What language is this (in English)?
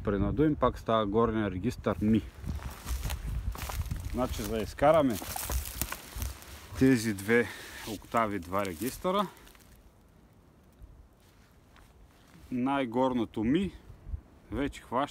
Bulgarian